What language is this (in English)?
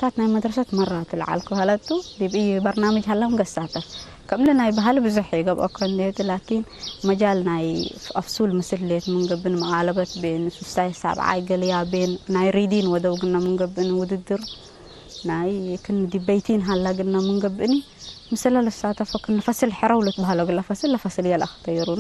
Tigre